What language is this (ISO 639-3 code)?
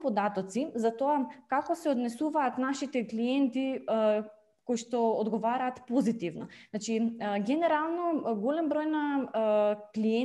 mkd